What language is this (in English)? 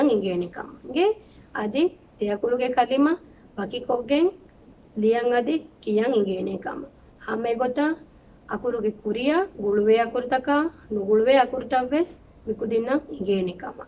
Divehi